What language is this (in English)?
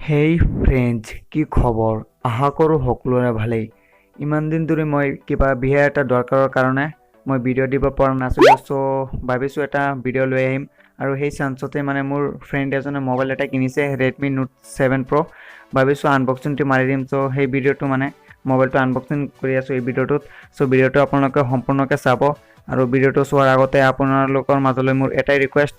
Assamese